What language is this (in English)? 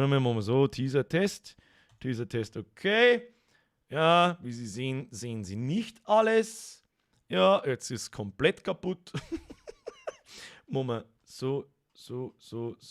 Bavarian